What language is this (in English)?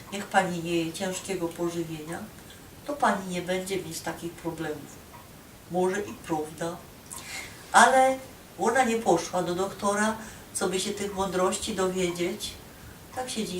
Silesian